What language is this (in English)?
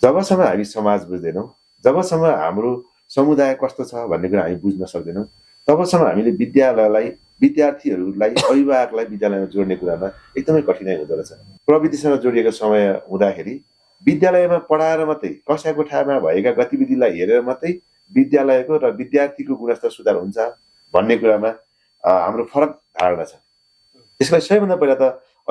Nepali